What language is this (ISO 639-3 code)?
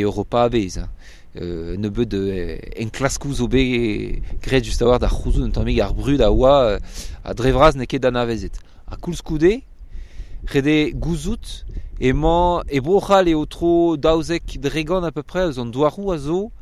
bre